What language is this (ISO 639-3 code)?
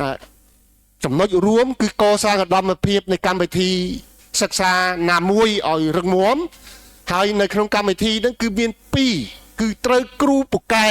khm